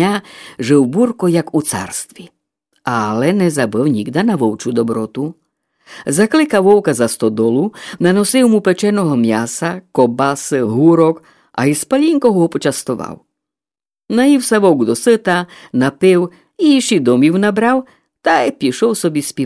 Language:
Rusyn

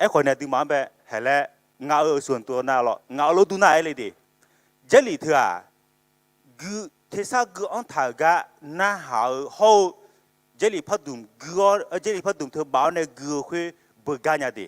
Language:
Akha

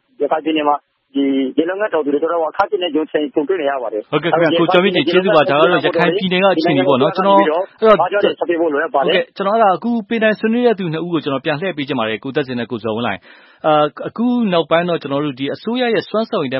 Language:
Burmese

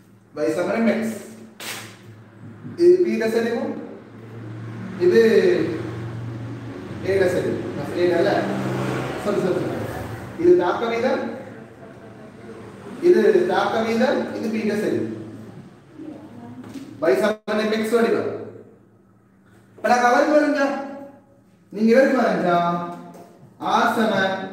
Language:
Tamil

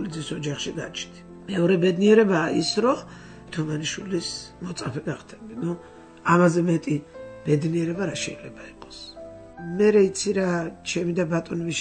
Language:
Georgian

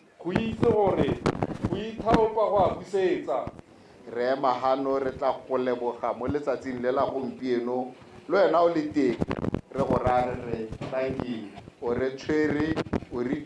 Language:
Tswana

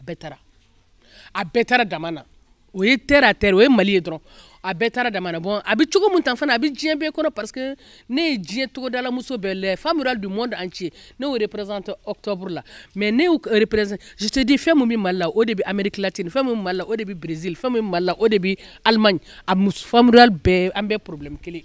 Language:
Bambara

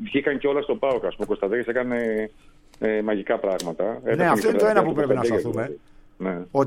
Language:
Greek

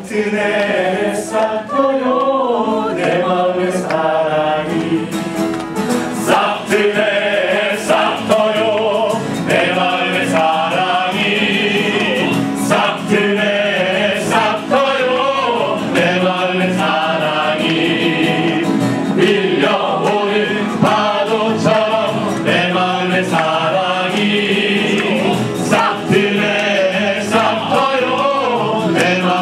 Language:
Korean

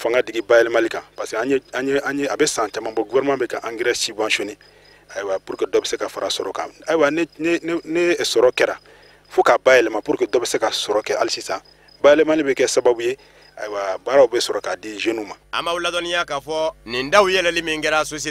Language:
Bambara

